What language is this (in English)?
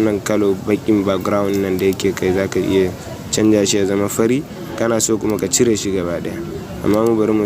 Hausa